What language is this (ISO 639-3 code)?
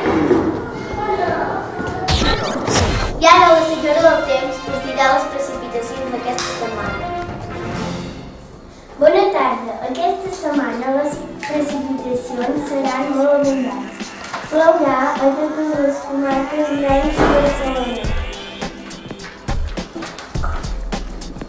cat